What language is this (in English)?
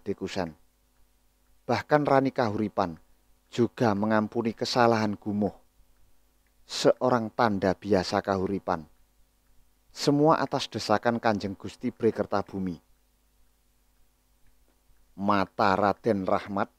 Indonesian